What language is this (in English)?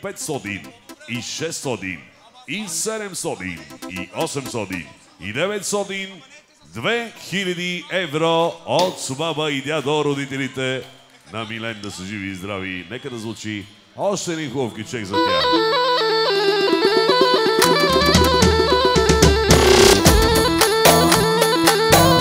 Bulgarian